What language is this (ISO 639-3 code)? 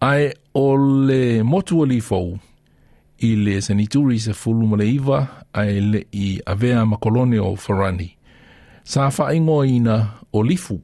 smo